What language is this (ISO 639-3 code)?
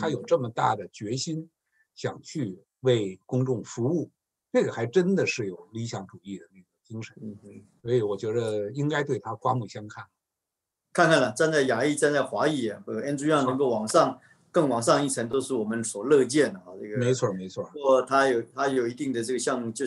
zho